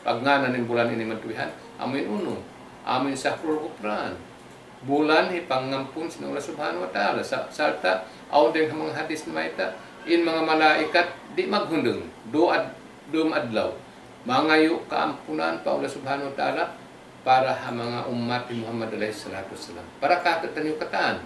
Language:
Tausug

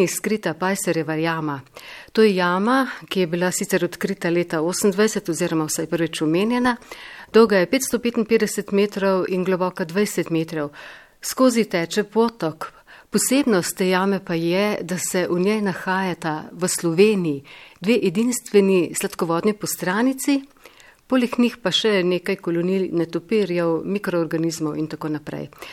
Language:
Slovenian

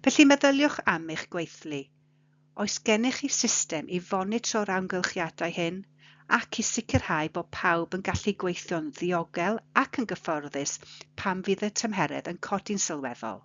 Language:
Welsh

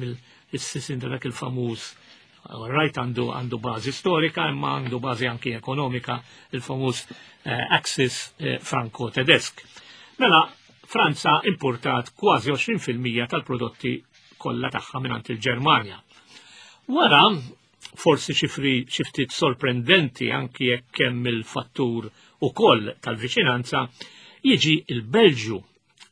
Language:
Maltese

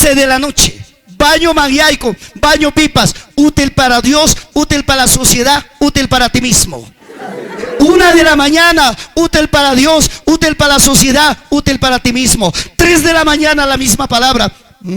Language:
Ayacucho Quechua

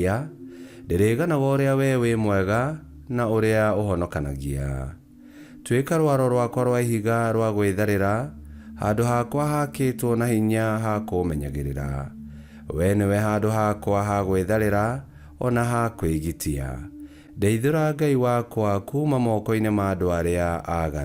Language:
Kikuyu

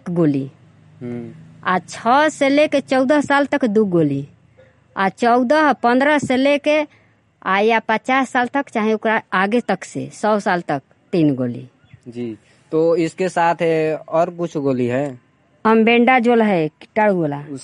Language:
Hindi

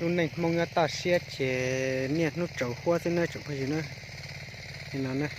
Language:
Hmong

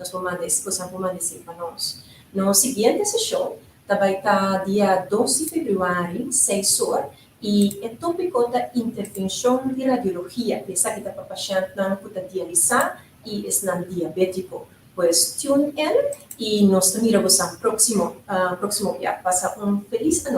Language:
Papiamento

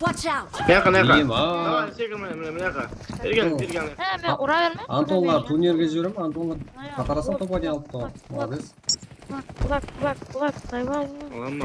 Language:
Kara-Kalpak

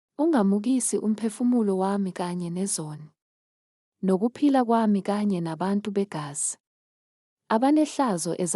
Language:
Zulu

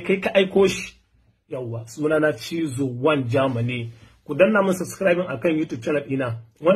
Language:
Hausa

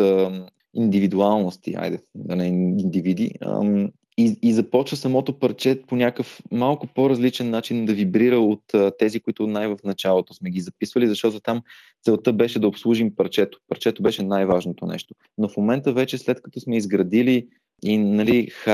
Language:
Bulgarian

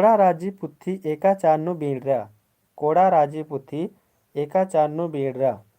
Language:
Kurukh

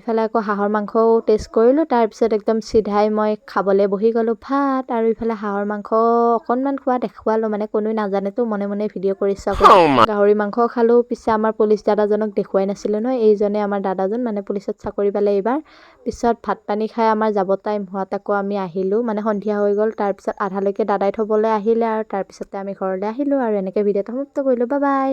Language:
Assamese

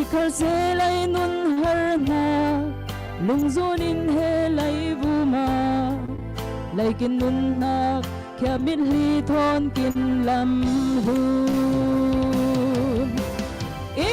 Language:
Falam Chin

